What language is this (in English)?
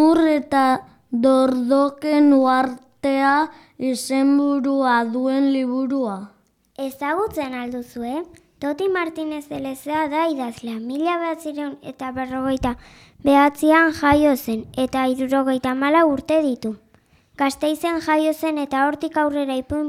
Basque